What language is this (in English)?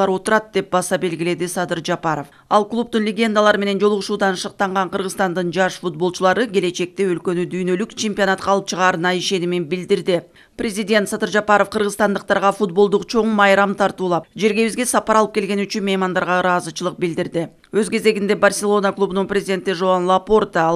Kyrgyz